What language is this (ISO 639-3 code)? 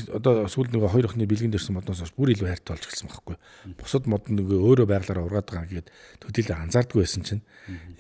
mon